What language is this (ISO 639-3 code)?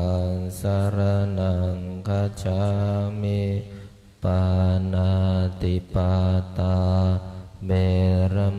pli